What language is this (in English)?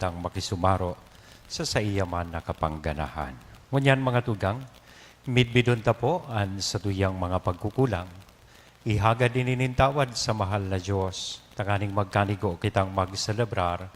Bikol